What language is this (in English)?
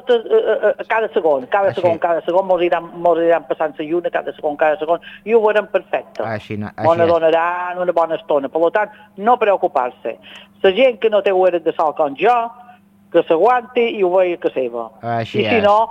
Catalan